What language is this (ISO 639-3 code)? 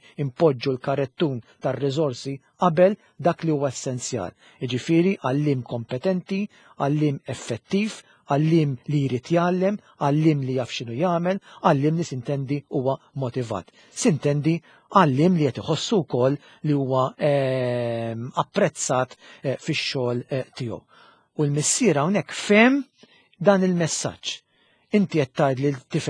mlt